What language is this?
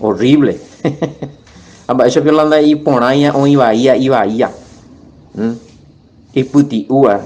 Guarani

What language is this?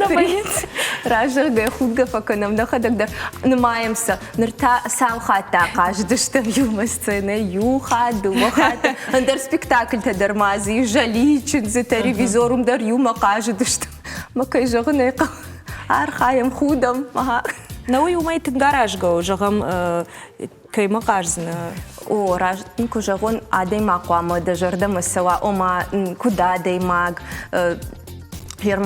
Ossetic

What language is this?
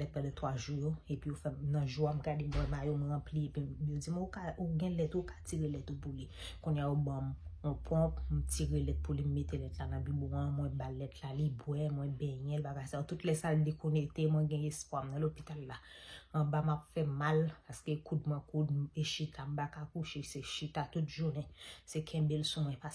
Haitian Creole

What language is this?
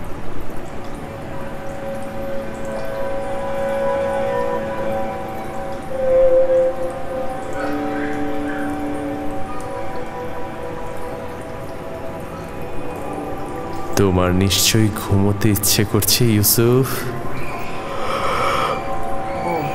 Bangla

